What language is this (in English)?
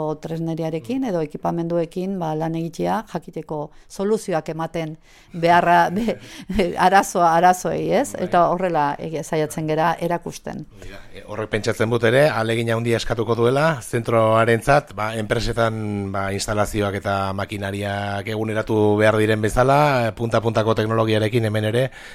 Basque